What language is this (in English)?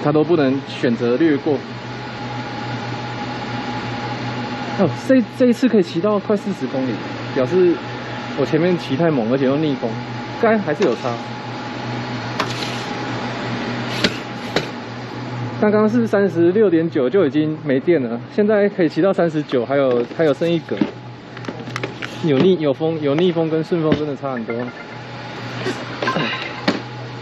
Chinese